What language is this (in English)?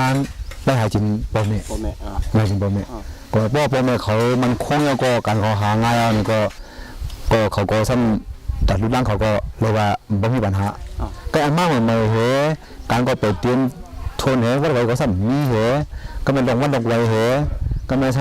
Shan